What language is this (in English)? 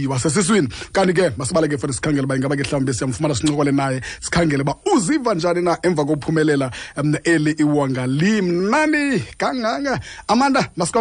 Zulu